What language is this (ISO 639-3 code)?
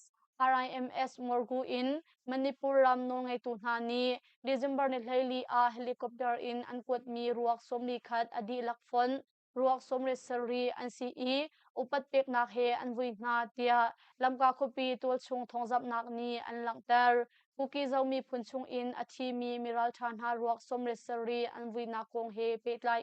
cnh